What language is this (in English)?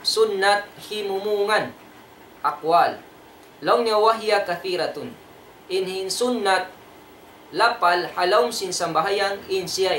Tausug